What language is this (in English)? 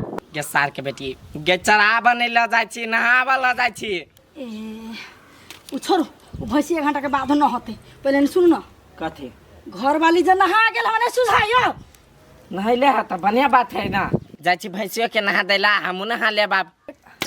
Maithili